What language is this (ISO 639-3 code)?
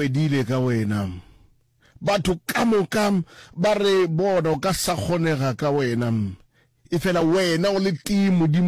nso